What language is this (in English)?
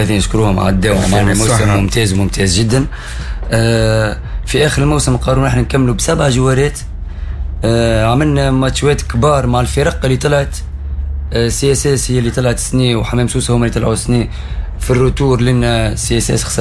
Tunisian Arabic